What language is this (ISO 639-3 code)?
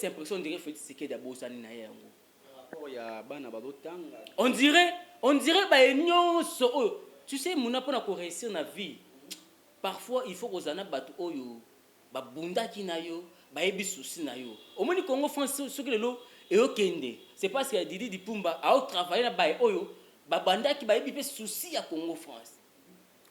lin